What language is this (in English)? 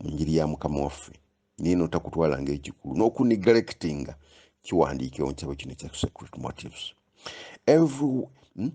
Ganda